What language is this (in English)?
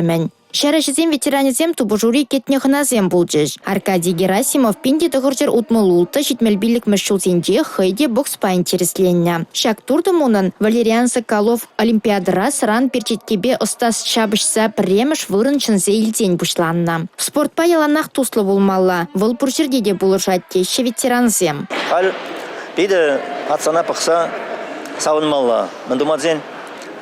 Chuvash